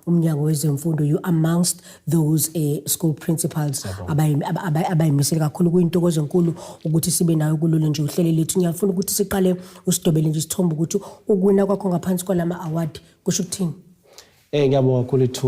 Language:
Zulu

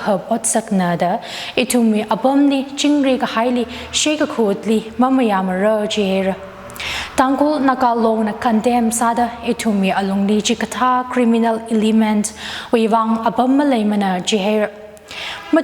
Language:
Tangkhul Naga (India)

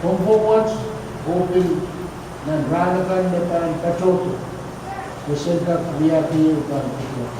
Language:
Pohnpeian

